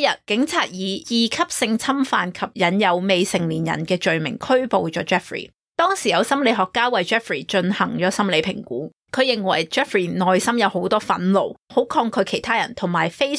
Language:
Cantonese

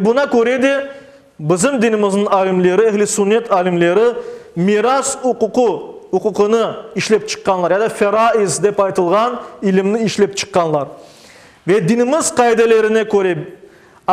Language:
Crimean Tatar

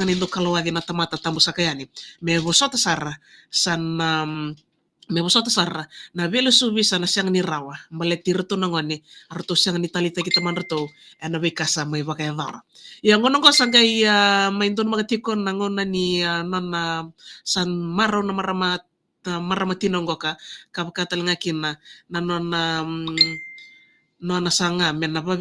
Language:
Fijian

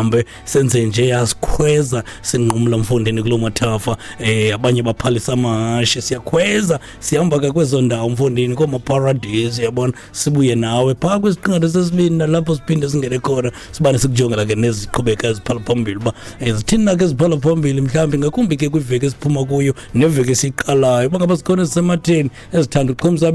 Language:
Xhosa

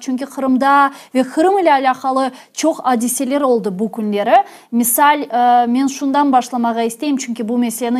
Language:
Crimean Tatar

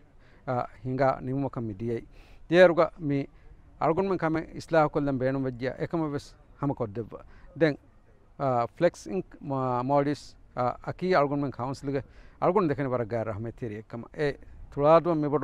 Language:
Divehi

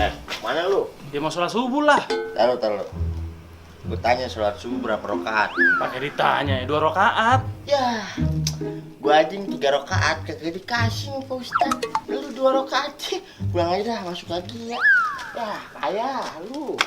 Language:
Betawi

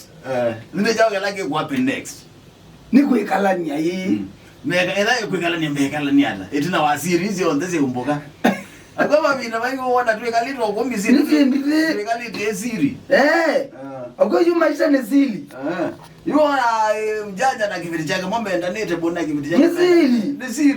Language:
Kamba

